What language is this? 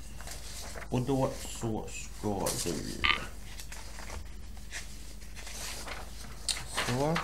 Swedish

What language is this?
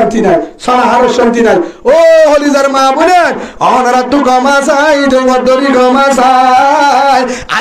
Rohingya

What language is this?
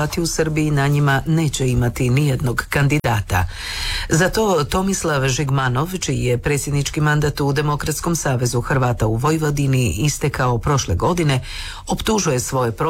Croatian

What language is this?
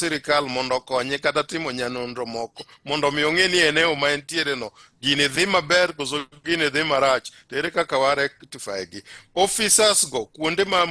Luo (Kenya and Tanzania)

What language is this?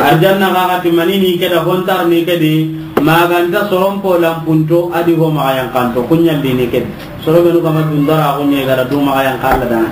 Soninke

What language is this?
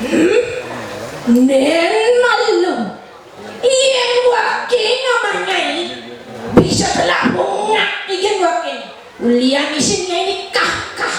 Balinese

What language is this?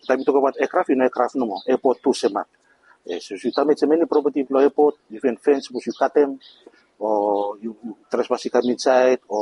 Bislama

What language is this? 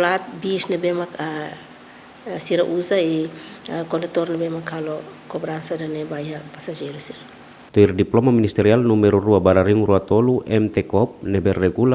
Tetum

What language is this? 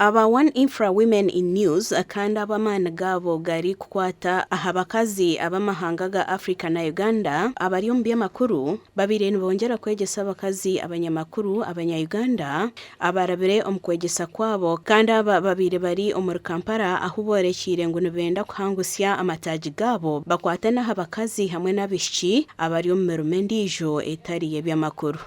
Nyankole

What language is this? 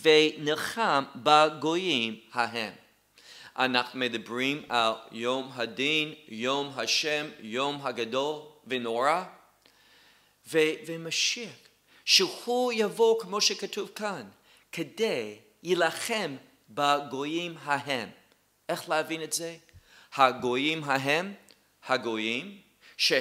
Hebrew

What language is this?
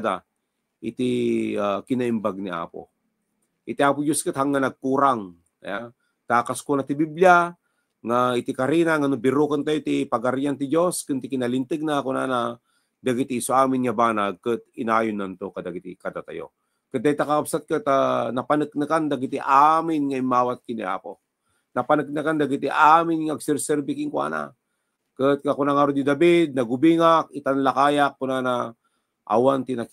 Iloko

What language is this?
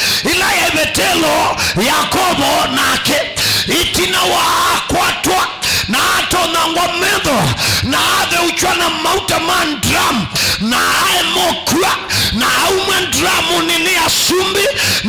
Kamba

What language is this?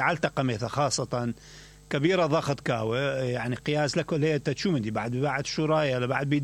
Mesopotamian Arabic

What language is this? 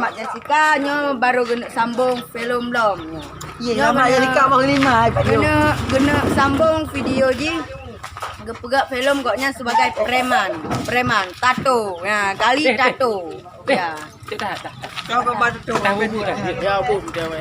Achinese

